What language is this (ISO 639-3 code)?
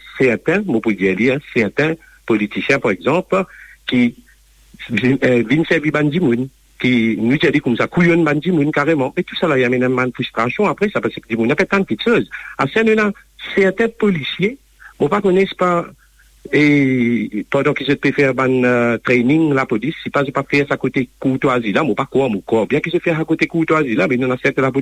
mfe